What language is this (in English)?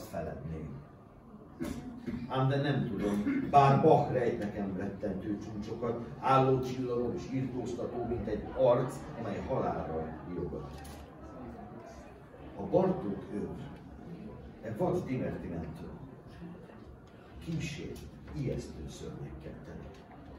Hungarian